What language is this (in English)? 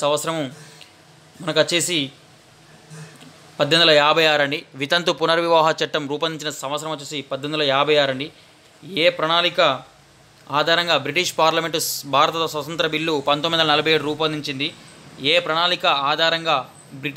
Telugu